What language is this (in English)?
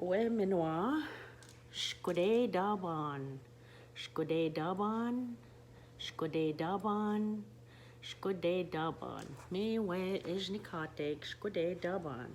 Ojibwa